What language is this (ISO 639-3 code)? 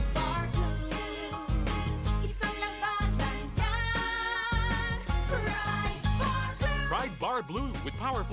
bik